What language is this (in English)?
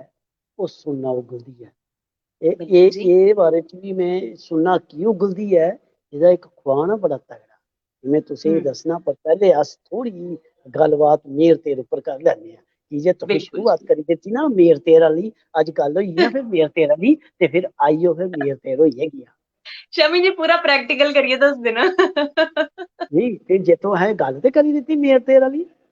Dogri